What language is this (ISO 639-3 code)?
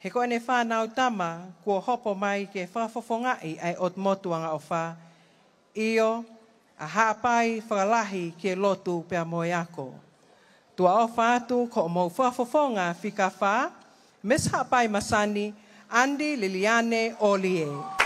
ton